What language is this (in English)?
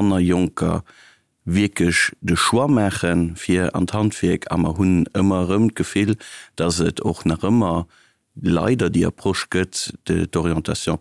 Luxembourgish